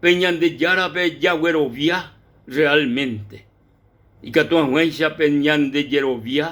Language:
Guarani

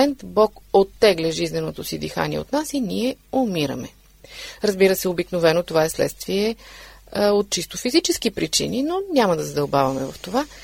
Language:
Bulgarian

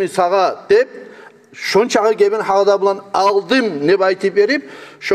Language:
Kumyk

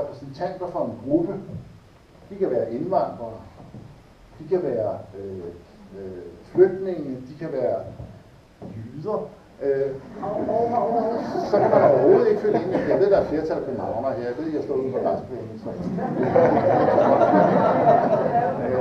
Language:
Danish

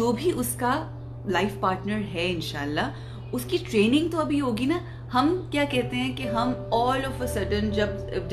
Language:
Urdu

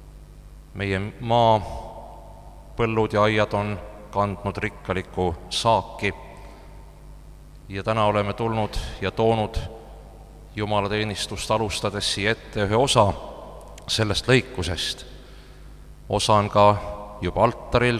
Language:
Estonian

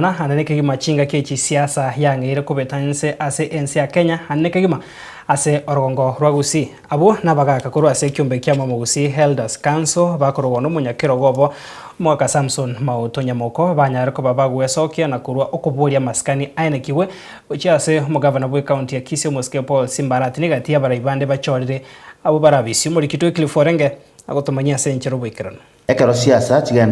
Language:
Gusii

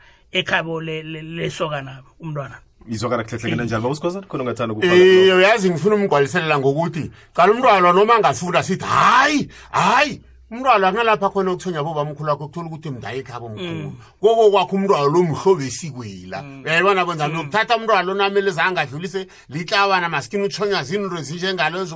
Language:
South Ndebele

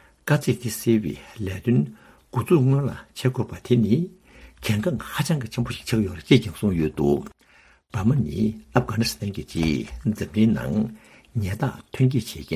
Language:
Tibetan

